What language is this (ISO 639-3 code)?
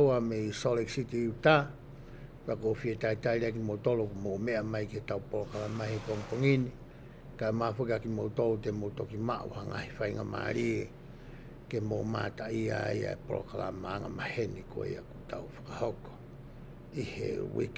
ton